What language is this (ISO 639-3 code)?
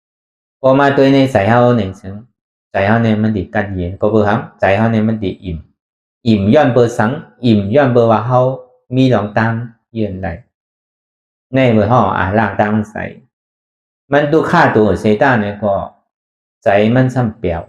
shn